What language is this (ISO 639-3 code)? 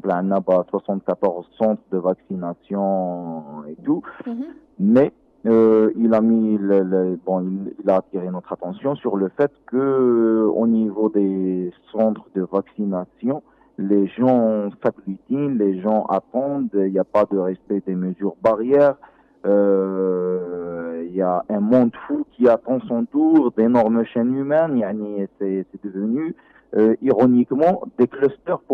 fra